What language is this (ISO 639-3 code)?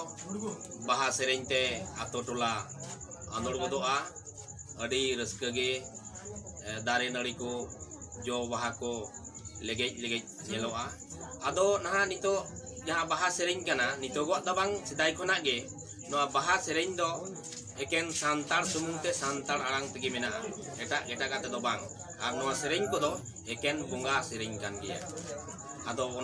sat